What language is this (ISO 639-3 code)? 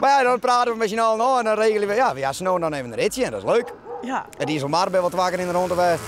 fry